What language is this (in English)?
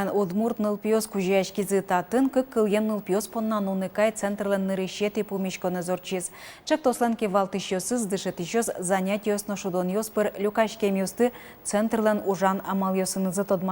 Udmurt